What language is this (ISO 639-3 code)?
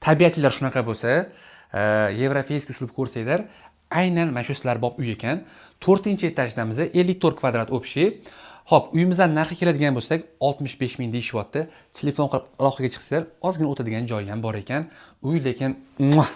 uzb